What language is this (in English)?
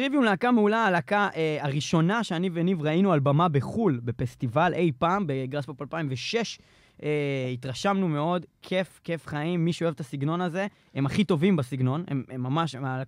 Hebrew